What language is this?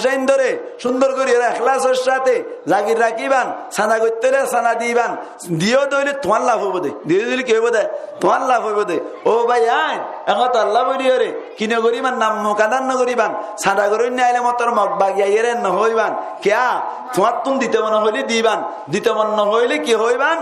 Rohingya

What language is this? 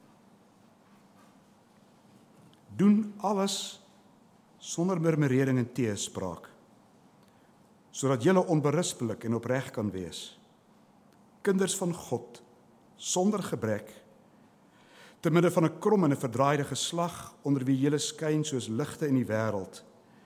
Afrikaans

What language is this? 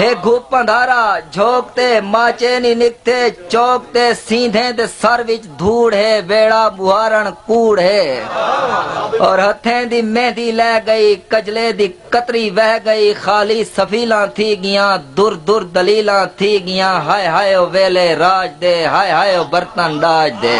Saraiki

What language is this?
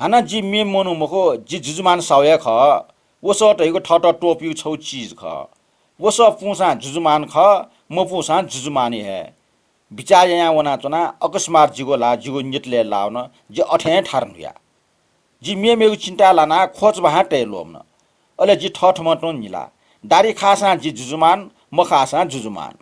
Newari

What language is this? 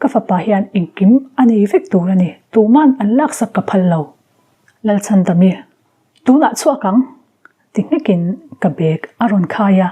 Mizo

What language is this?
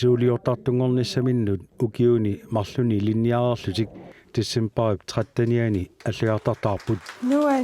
Kalaallisut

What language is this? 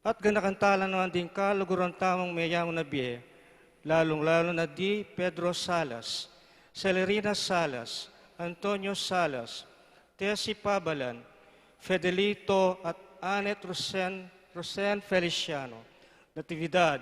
Pampanga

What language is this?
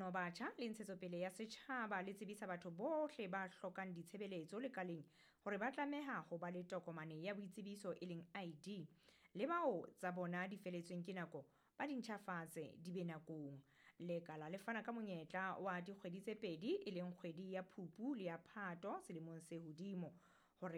Southern Sotho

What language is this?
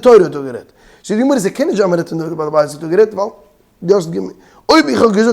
Yiddish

